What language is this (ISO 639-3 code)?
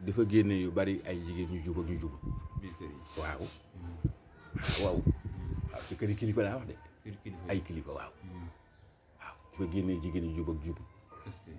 wol